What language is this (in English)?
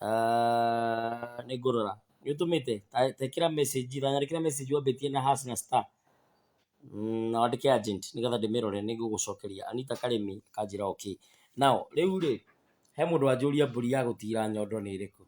Kikuyu